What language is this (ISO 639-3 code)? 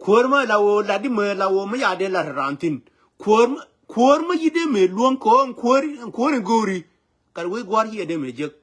nus